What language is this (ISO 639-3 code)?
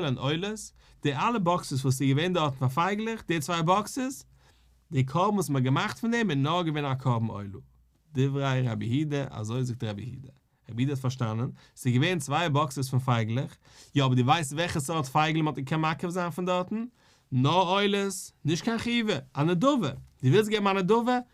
yid